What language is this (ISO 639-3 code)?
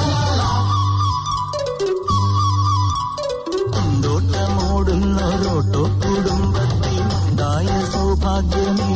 mal